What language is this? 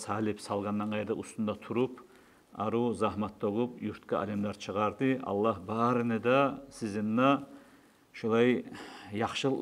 Kumyk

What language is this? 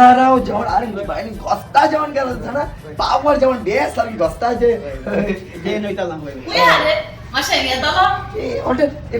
Konkani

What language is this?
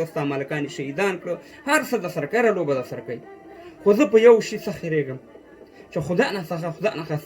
Pashto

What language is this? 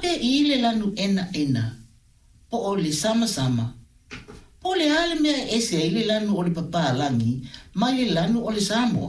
Samoan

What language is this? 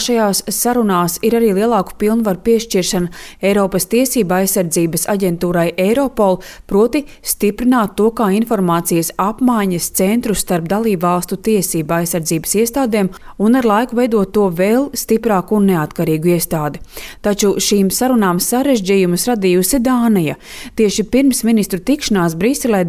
Latvian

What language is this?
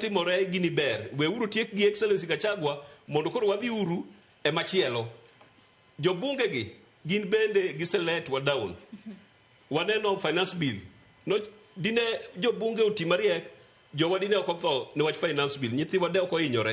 Luo (Kenya and Tanzania)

